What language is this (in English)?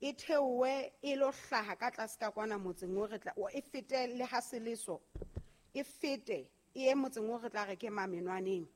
Southern Sotho